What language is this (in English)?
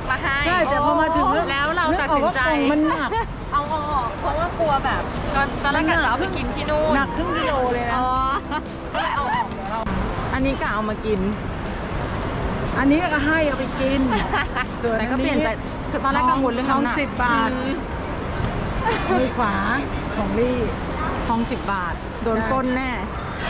Thai